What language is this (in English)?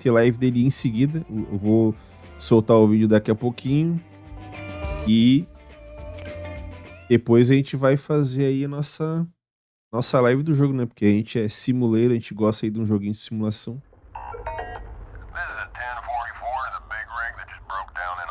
Portuguese